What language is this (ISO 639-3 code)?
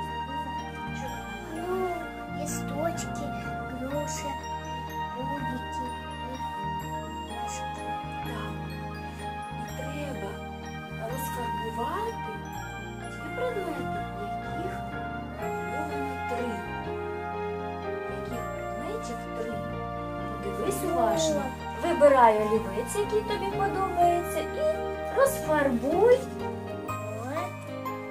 ukr